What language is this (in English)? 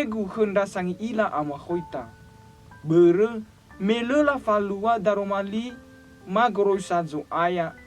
Nias